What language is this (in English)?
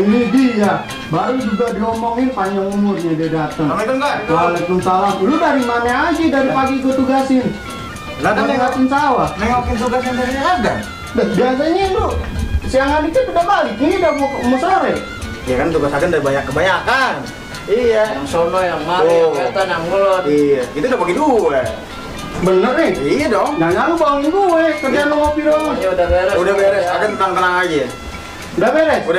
Betawi